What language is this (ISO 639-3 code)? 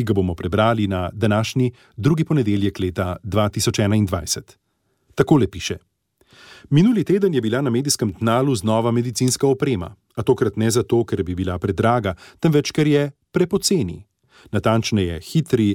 slv